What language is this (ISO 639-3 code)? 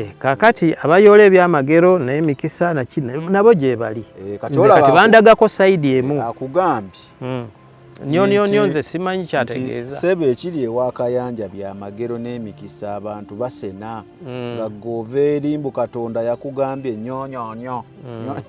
lug